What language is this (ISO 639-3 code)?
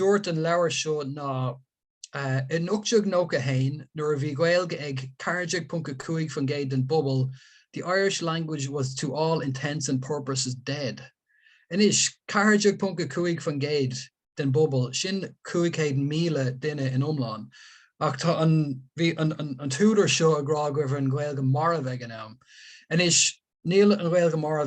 gle